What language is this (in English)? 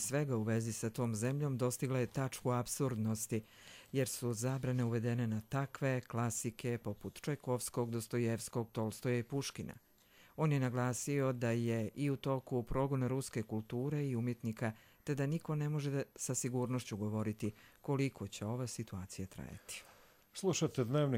Croatian